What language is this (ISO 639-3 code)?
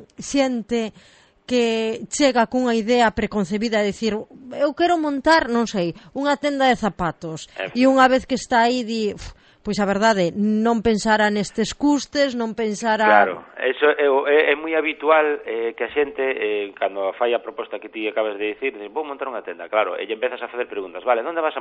glg